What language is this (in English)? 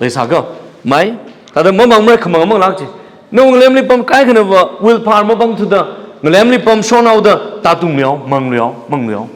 Tangkhul Naga (India)